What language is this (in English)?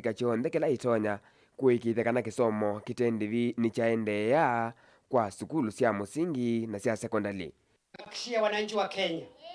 Kamba